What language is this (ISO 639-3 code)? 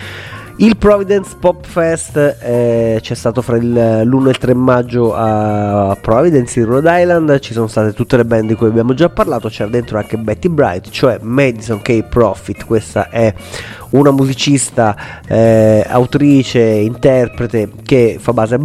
ita